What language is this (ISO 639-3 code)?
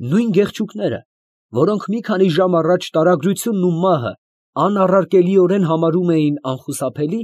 hye